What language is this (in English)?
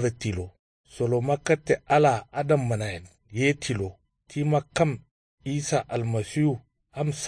Kanuri